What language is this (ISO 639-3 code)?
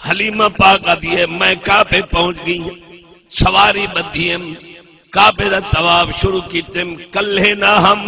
skr